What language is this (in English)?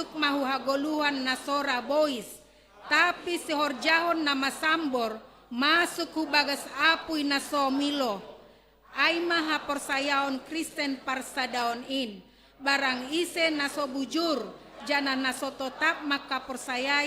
Batak Simalungun